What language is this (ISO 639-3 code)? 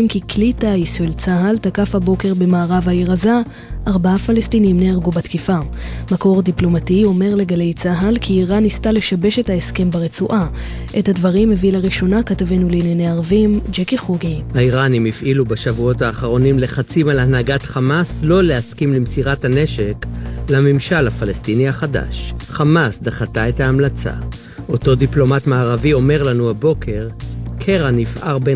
heb